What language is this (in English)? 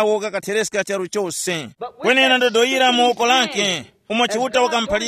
Tumbuka